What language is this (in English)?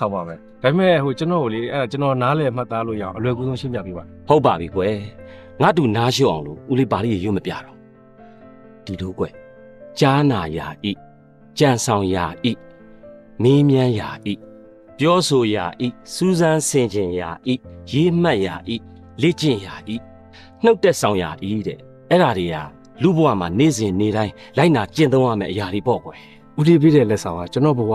Burmese